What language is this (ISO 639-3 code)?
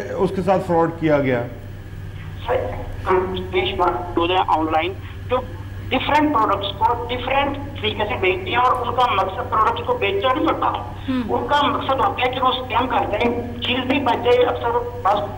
urd